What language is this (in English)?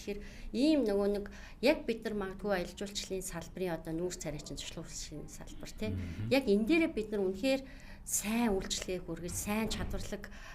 Mongolian